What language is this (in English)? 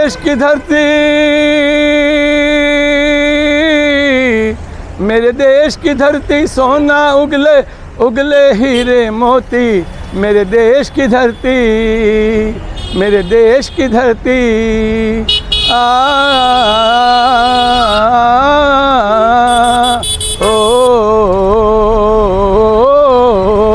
Hindi